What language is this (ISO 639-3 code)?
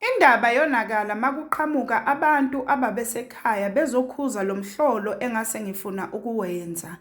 zul